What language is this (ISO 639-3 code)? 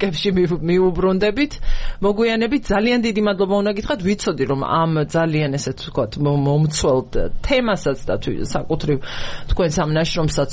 kat